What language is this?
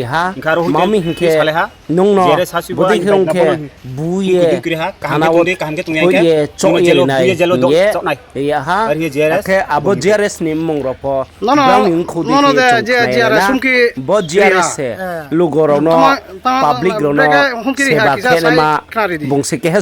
Riang (India)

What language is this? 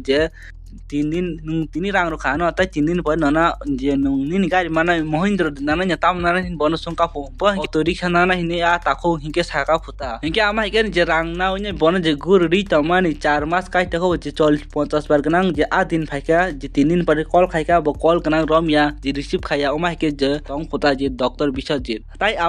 Kok Borok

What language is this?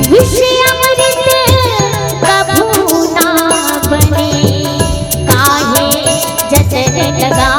Chhattisgarhi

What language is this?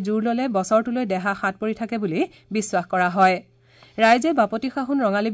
Assamese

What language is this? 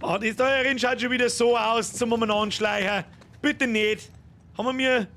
Bavarian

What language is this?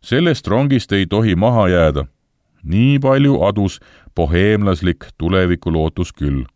Estonian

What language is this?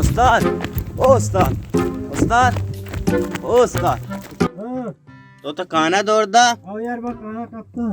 Baluchi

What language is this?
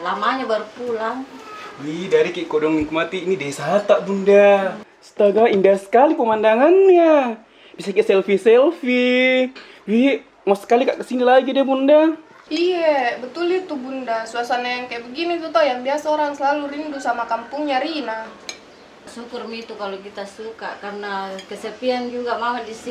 Makassar Malay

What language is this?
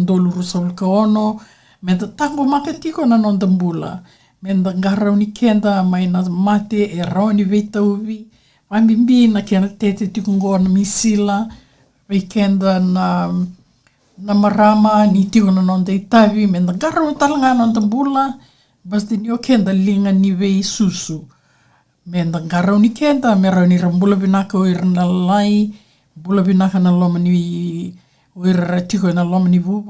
Fijian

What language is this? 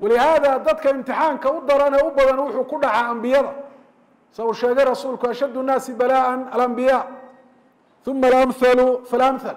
Somali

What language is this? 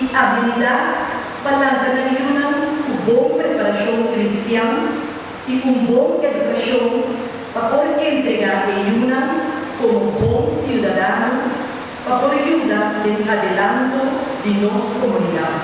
Papiamento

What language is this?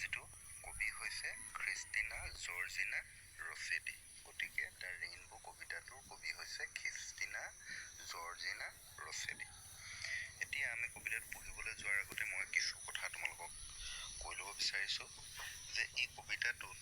Assamese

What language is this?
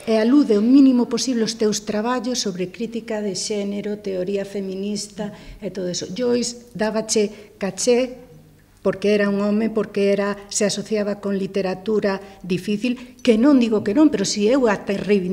Galician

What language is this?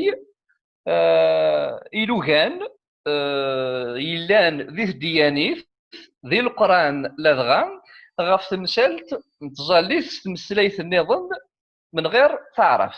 Kabyle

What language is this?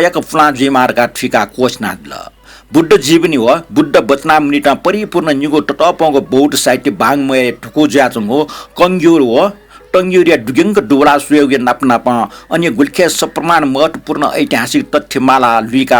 Newari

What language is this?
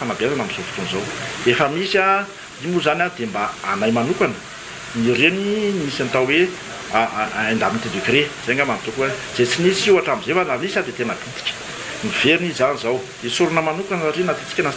Malagasy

